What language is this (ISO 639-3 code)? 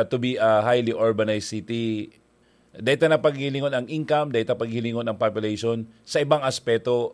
bik